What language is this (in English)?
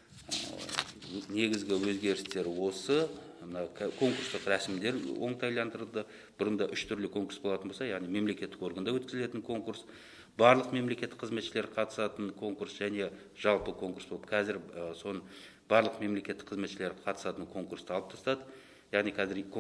Kazakh